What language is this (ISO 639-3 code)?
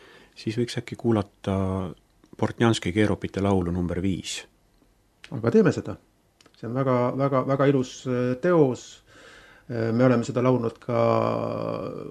est